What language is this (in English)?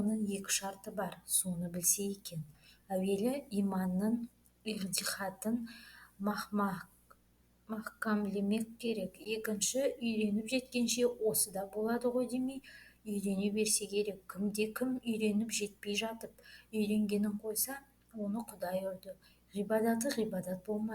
Kazakh